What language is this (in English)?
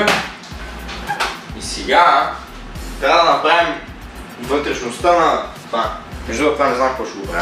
Bulgarian